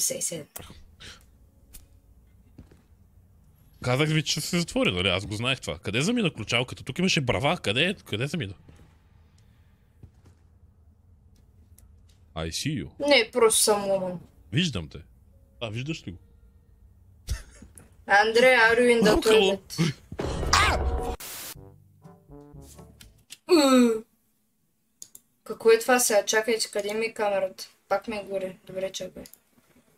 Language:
Bulgarian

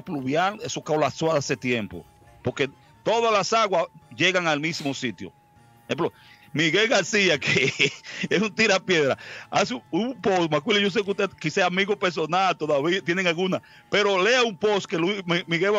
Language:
Spanish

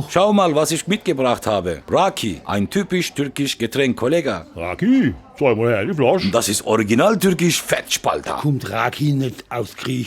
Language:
Palatine German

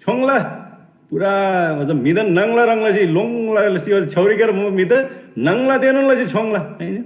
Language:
Eastern Tamang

